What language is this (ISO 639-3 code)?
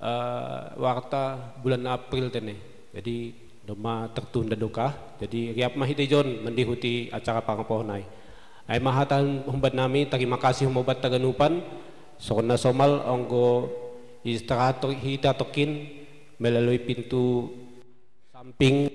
bts